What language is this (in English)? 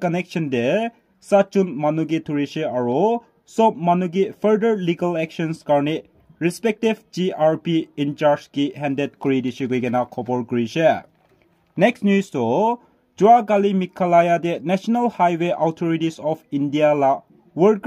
Naga Pidgin